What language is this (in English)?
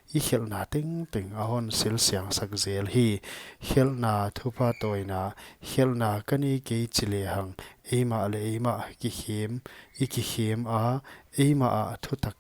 Paite Chin